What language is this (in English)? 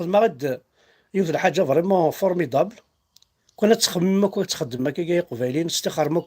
Kabyle